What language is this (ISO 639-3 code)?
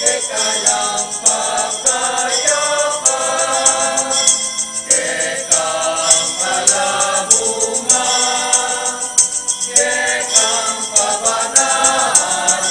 pam